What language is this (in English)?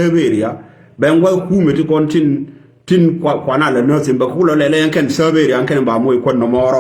Nuer